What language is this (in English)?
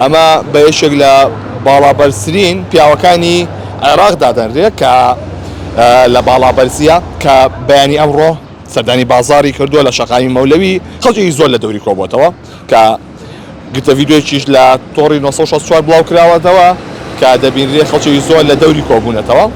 Central Kurdish